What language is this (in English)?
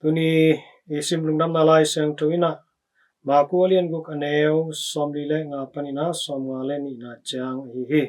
Tedim Chin